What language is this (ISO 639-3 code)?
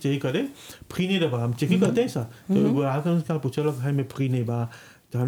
bho